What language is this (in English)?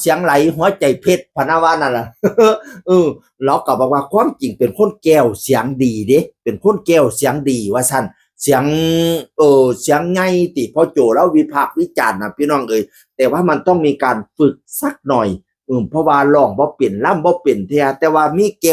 Northeastern Thai